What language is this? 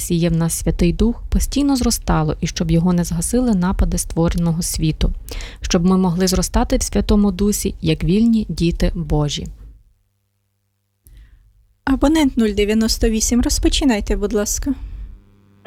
Ukrainian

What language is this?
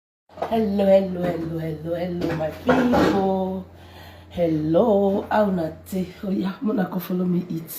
Nigerian Pidgin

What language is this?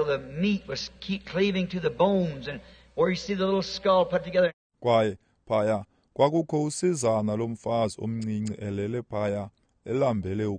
Xhosa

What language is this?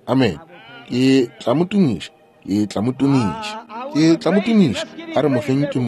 Northern Sotho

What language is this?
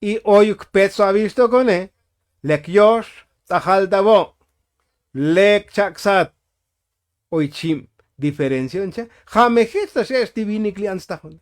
Tzotzil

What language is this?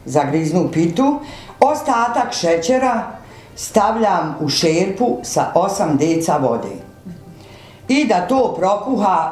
Bosnian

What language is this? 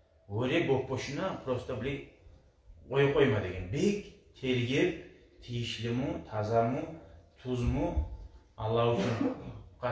Kumyk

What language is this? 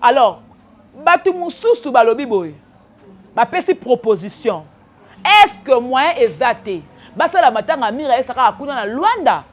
Lingala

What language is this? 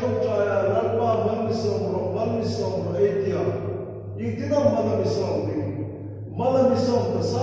Hmar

